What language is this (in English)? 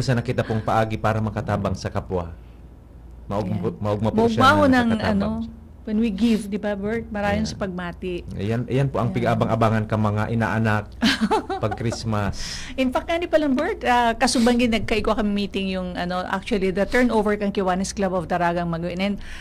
Bikol